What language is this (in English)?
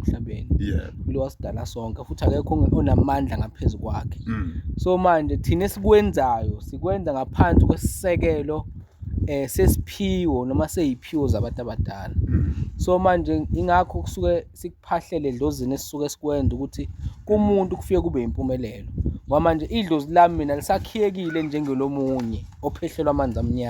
Zulu